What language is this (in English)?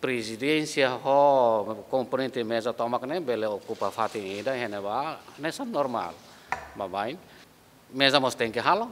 Tetum